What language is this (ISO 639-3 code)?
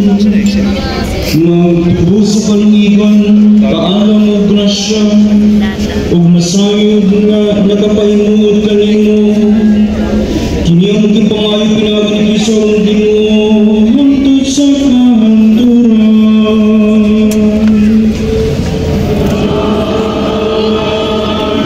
ceb